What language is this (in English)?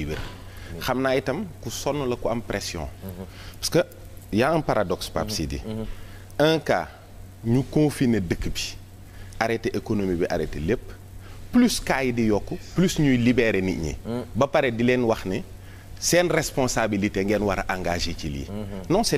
Wolof